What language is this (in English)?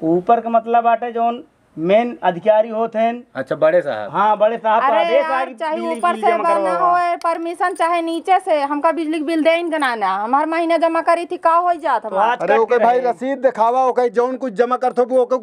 Awadhi